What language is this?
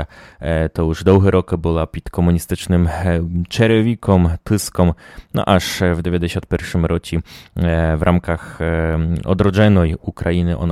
Rusyn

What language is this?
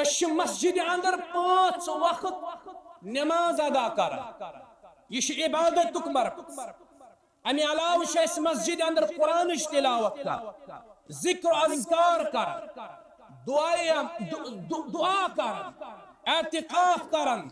Kashmiri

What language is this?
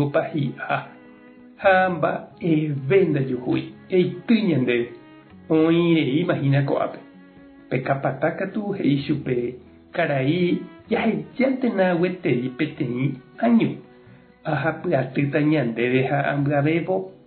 Guarani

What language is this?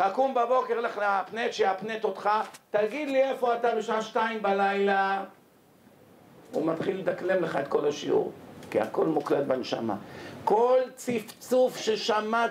Hebrew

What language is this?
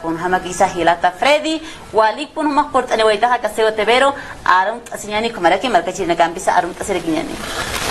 Aymara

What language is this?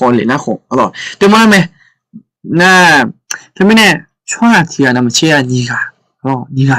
Akha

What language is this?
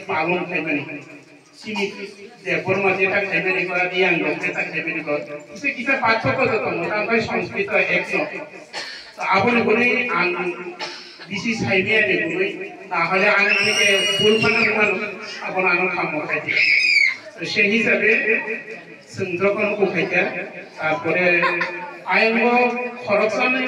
Riang (India)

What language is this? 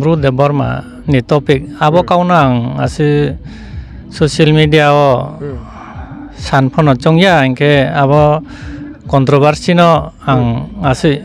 Riang (India)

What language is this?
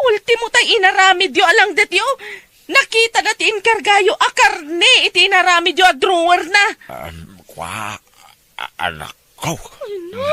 Iloko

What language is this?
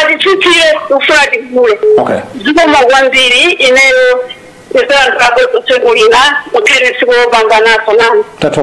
Nyanja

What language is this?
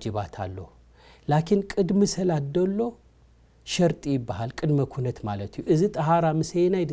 Tigrinya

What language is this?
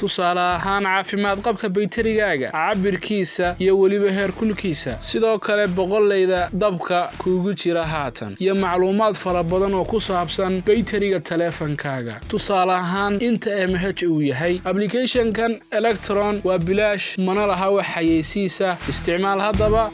Somali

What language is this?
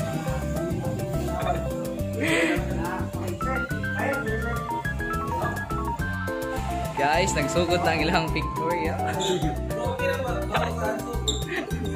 Cebuano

